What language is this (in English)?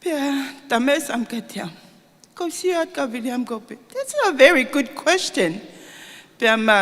Tongan